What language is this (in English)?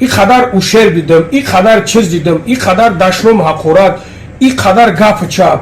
Tajik